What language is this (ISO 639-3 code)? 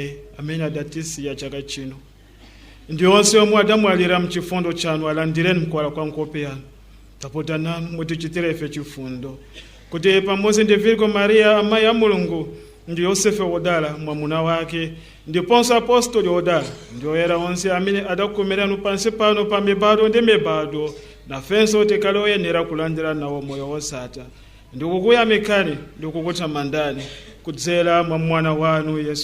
nya